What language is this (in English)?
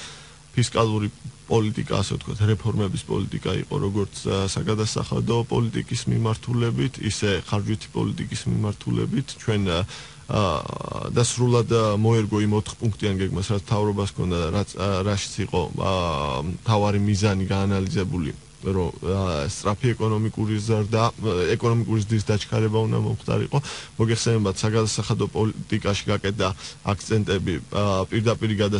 Georgian